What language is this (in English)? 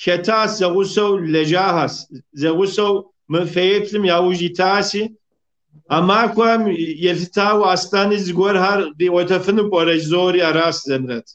Kabardian